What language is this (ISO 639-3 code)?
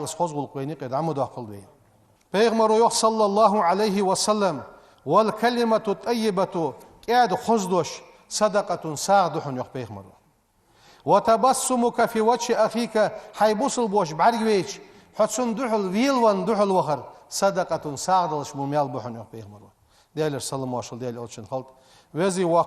inh